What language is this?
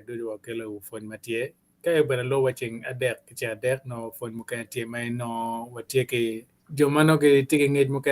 Acoli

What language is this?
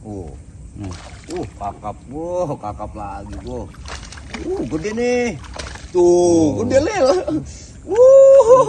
Betawi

